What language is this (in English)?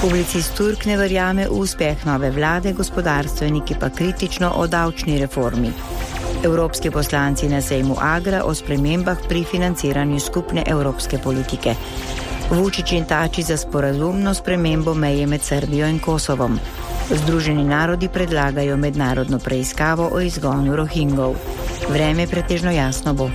Slovenian